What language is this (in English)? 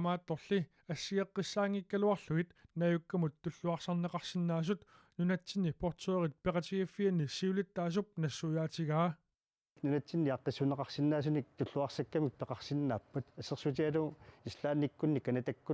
Kalaallisut